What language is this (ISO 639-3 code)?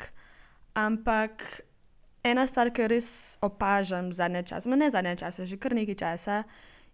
slv